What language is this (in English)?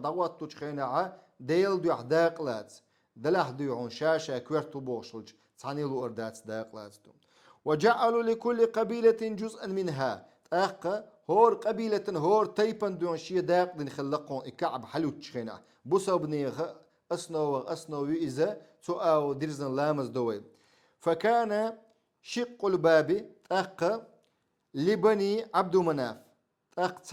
Chechen